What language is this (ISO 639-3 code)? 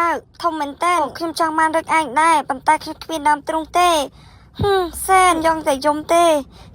khm